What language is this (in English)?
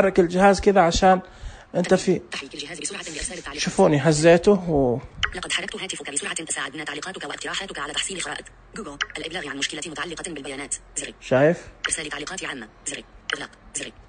Najdi Arabic